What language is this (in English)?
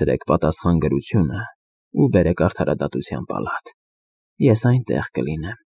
Armenian